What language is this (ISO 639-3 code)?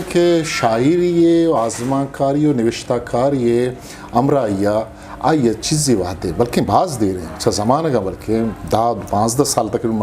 bgp